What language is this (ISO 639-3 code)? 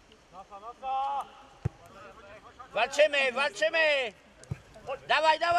pol